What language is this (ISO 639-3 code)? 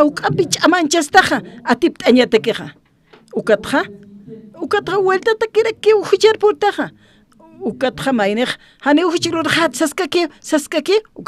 aym